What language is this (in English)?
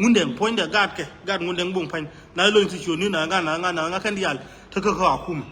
Nuer